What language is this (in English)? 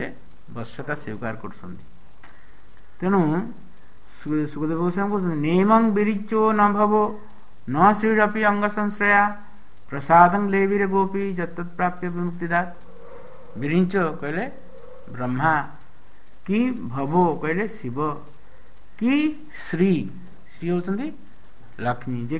Odia